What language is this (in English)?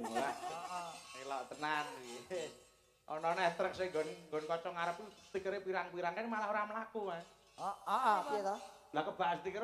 Javanese